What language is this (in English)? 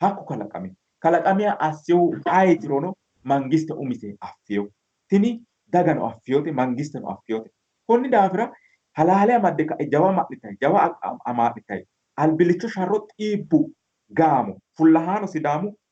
Sidamo